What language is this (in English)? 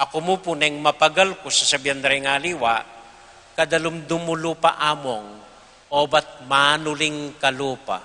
Pampanga